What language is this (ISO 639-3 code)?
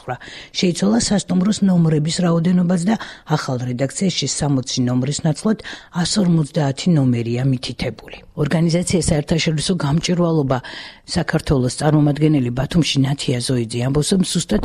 kat